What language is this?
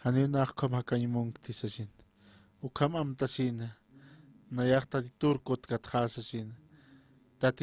Aymara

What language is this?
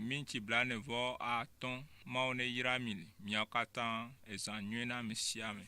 Ewe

